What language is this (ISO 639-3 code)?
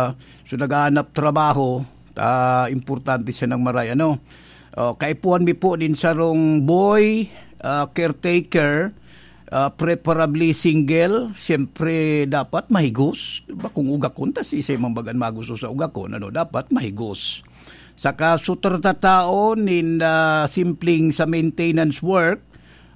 bik